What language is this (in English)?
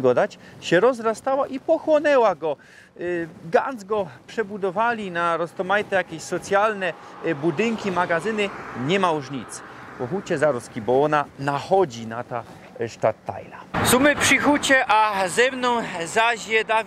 Silesian